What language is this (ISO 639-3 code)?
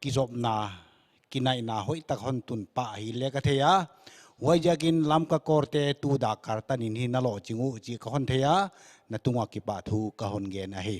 pck